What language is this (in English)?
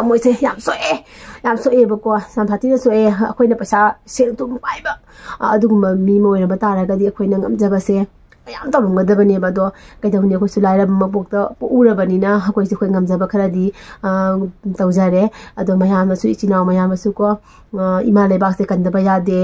Manipuri